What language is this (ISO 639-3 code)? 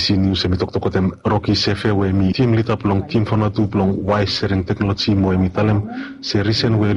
bis